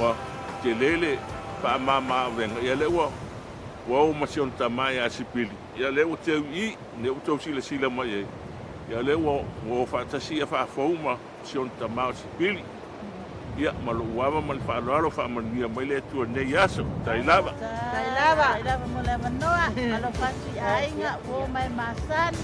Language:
Samoan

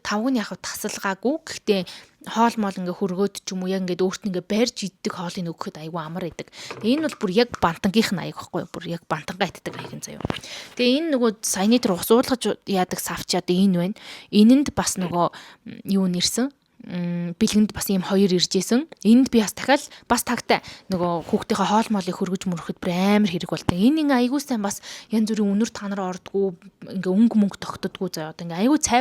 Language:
Mongolian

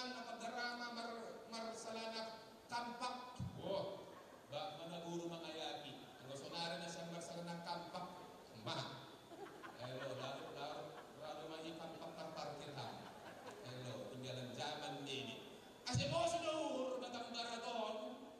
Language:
Batak Simalungun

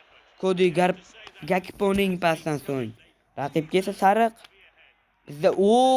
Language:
Uzbek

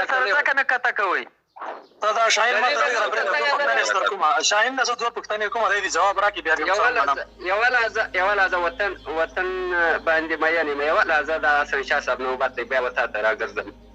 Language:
Pashto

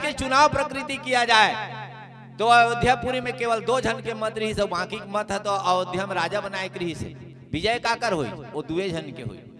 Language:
Chhattisgarhi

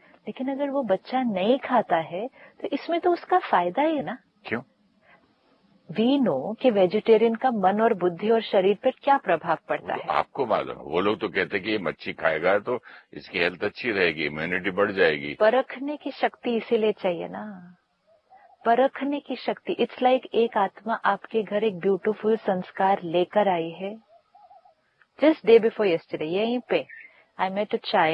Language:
Hindi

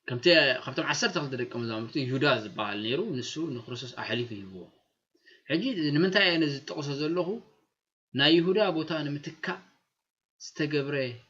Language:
Tigrinya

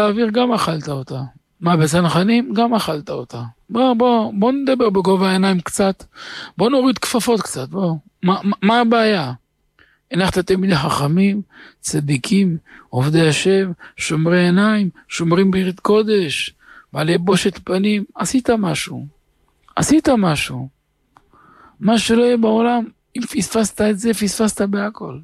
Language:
Hebrew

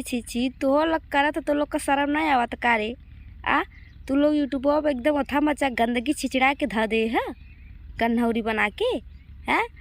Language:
Bhojpuri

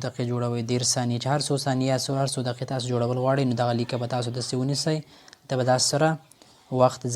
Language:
Pashto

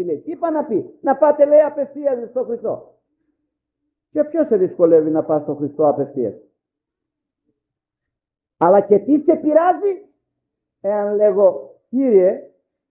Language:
Greek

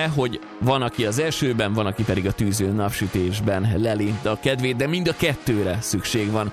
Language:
Hungarian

